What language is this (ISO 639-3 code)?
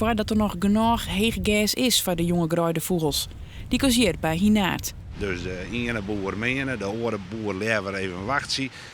fry